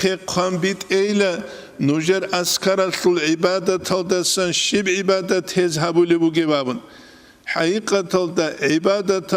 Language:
Avaric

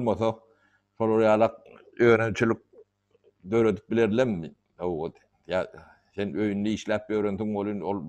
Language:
Turkmen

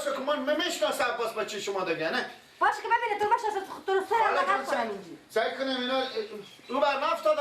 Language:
Persian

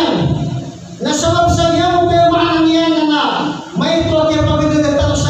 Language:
Maranao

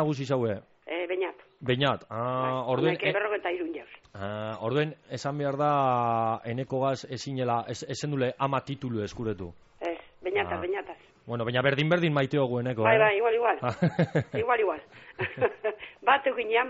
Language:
Basque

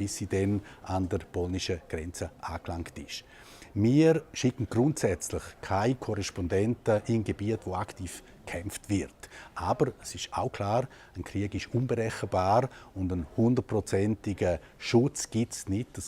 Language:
Swiss German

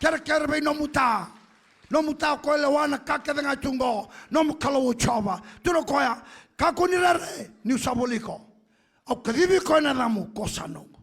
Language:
Fijian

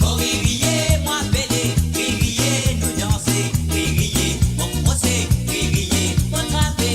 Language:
Morisyen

